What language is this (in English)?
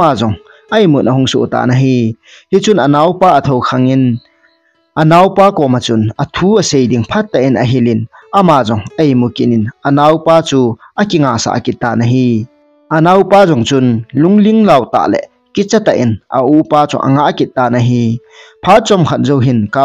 Thado Chin